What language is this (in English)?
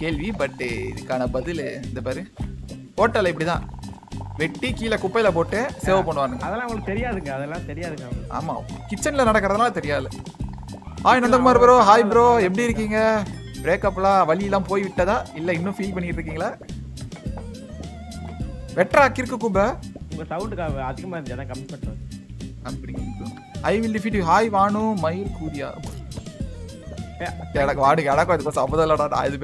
Tamil